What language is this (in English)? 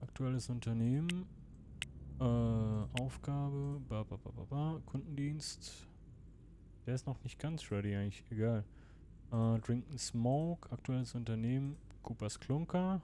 Swiss German